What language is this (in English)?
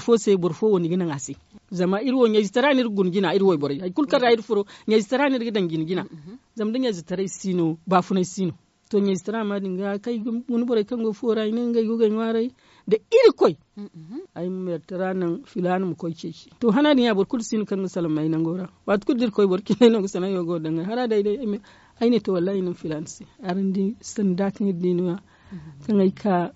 Zarma